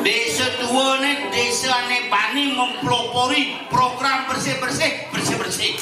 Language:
Balinese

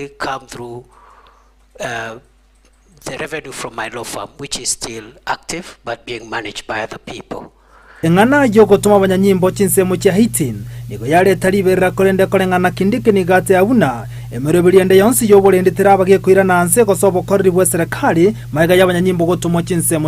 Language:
Gusii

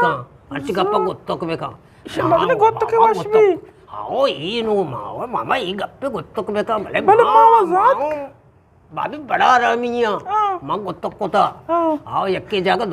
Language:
Eastern Balochi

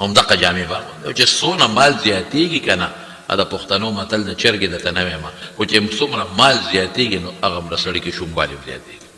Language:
Pashto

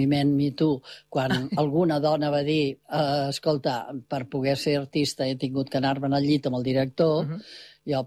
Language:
Catalan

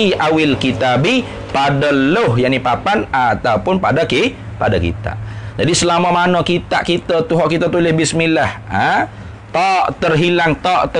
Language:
Malay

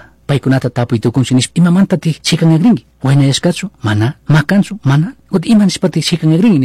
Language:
Chimborazo Highland Quichua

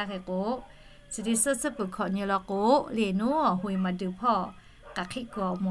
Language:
Lahu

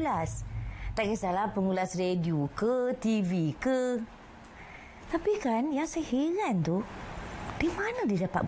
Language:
Malay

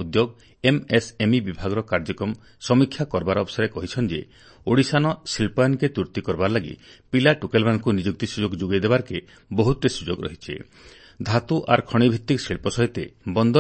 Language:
Odia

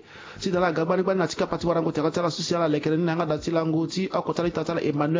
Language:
Sango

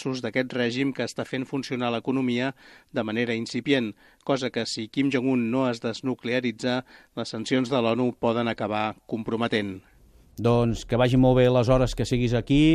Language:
Catalan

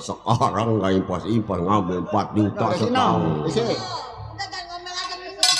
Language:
Betawi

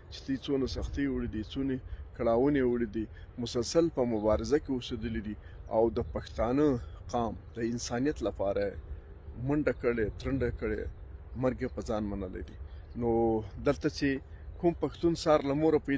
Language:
Pashto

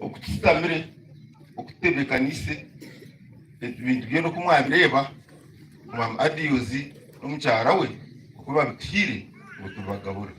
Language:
Nyankole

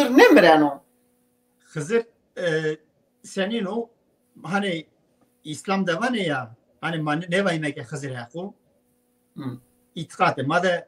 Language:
Zaza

